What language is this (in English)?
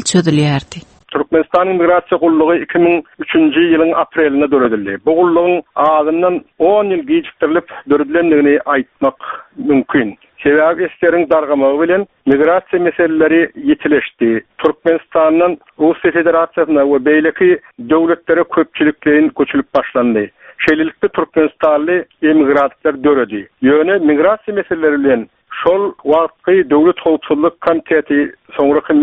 Turkmen